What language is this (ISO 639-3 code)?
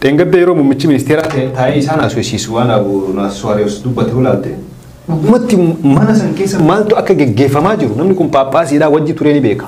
orm